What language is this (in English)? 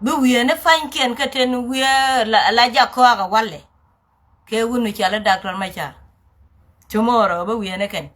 Nuer